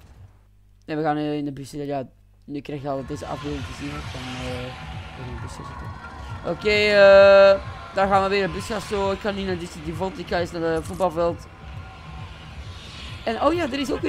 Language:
Dutch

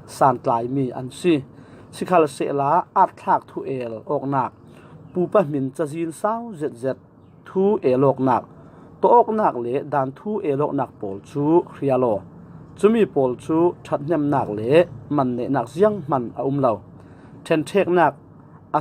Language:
Falam Chin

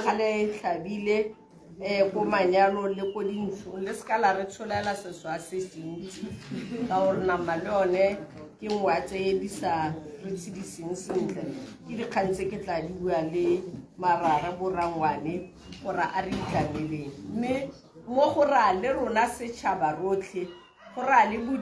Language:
Tswana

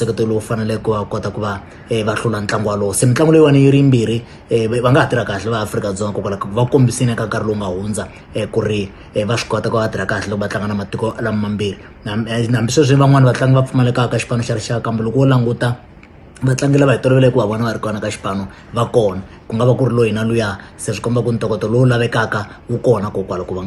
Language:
Tsonga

